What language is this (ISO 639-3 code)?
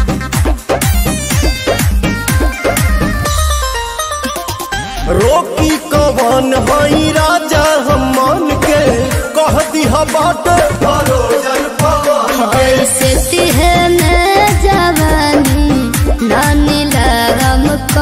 bho